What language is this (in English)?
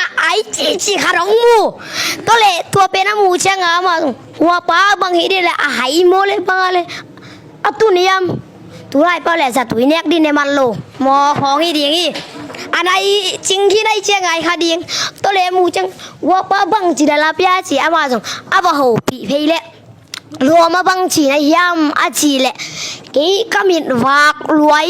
Tedim Chin